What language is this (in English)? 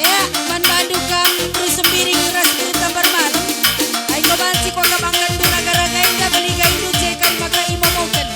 Batak Karo